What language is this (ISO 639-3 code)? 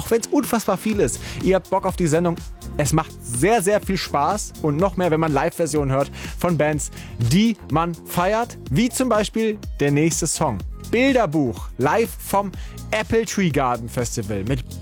deu